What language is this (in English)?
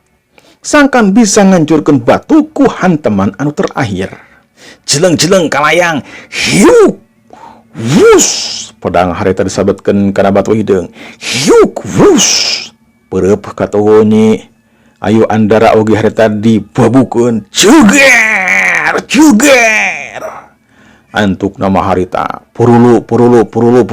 Sundanese